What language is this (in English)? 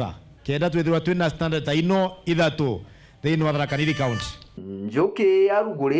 Meru